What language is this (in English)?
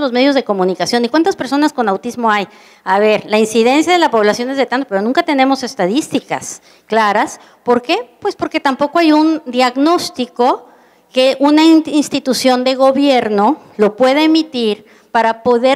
Spanish